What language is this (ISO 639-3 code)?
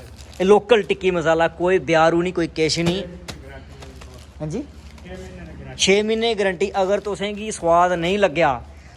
doi